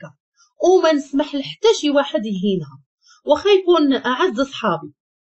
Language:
Moroccan Arabic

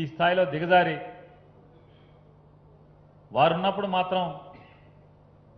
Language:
Telugu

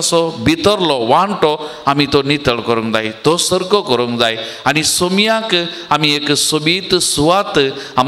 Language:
Konkani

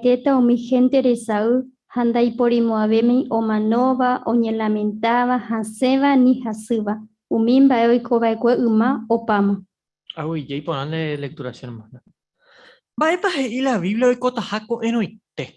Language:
Guarani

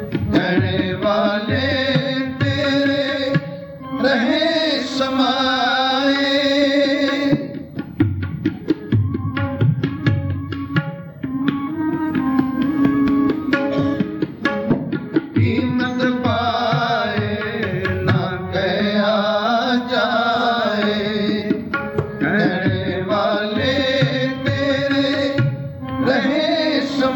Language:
Punjabi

